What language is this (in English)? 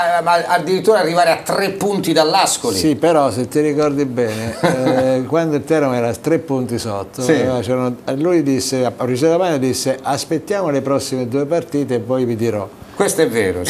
Italian